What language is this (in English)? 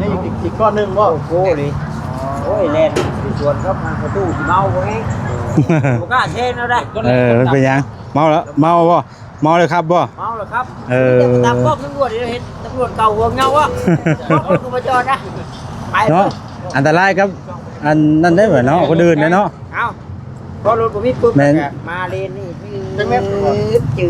Lao